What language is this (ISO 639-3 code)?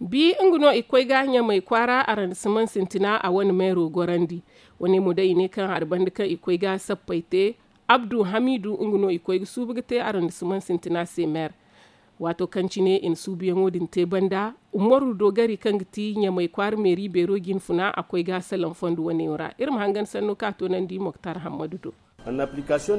dje